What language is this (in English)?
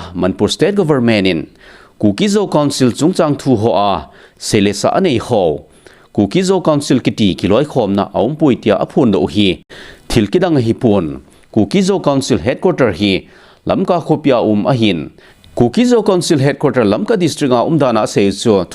Thado Chin